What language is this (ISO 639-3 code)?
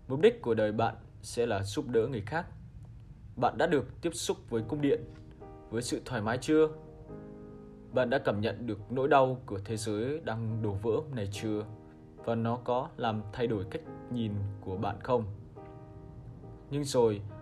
vie